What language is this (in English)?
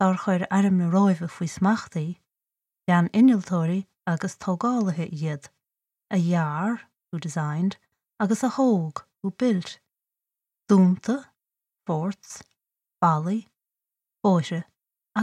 Irish